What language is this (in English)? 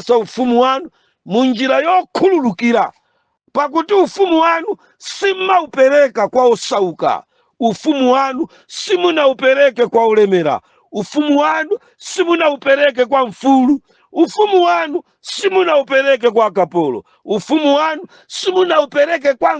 Nyanja